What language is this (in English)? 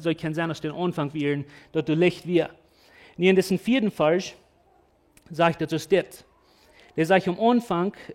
Plautdietsch